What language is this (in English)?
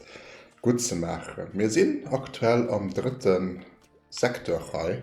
Luxembourgish